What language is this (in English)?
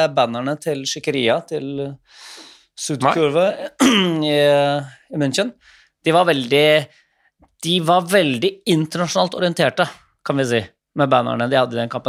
Norwegian